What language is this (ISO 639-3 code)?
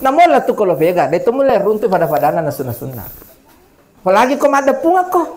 bug